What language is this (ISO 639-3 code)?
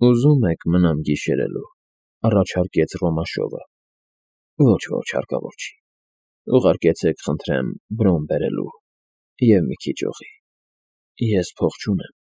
hye